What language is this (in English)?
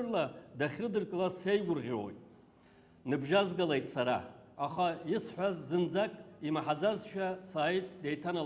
Abkhazian